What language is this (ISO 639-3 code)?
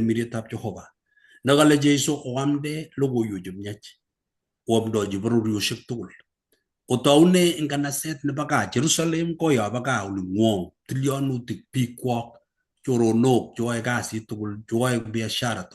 kln